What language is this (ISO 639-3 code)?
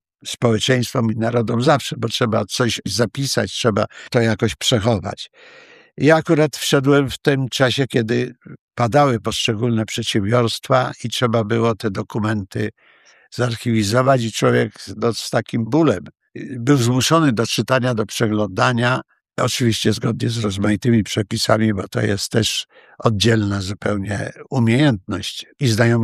pol